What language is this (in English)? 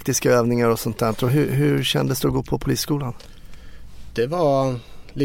Swedish